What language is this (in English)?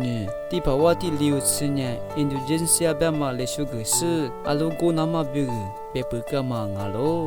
Lisu